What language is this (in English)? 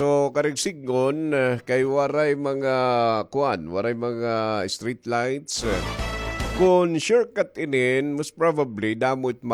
Waray